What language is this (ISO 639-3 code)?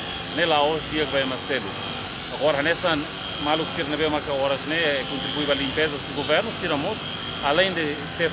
tet